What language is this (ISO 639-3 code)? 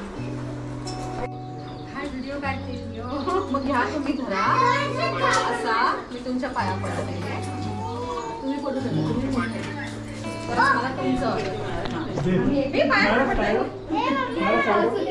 mar